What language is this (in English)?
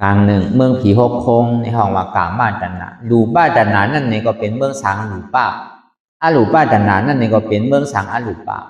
Shan